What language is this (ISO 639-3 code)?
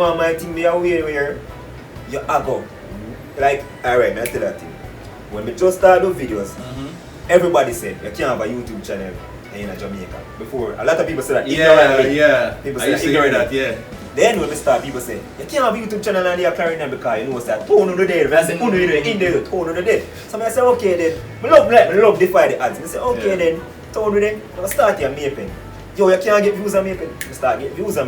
jam